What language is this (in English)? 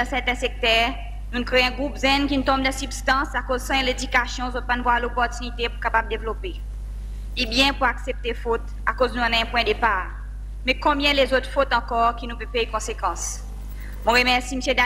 Seselwa Creole French